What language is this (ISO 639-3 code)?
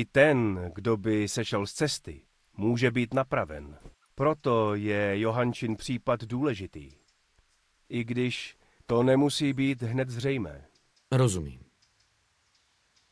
ces